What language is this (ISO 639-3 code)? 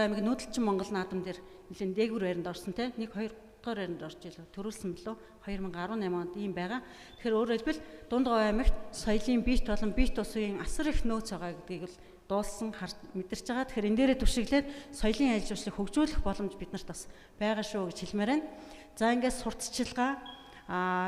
mon